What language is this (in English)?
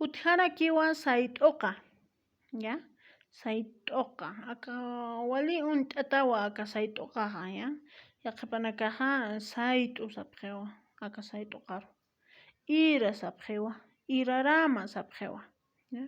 Aymara